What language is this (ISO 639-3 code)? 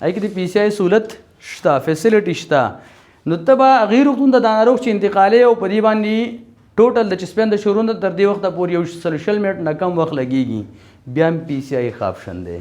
pus